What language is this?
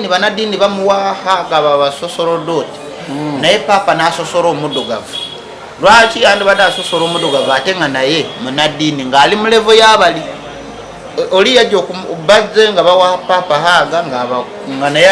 Ganda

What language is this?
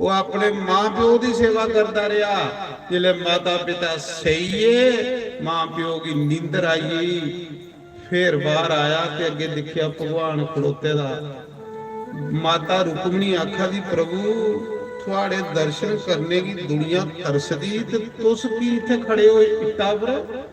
Dogri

